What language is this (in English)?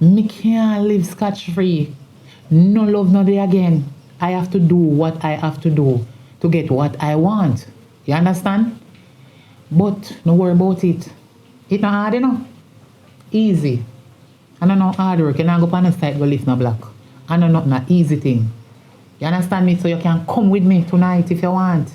Jamaican Creole English